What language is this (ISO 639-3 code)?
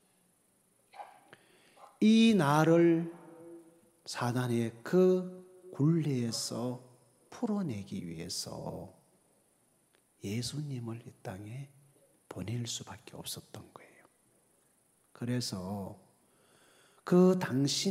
kor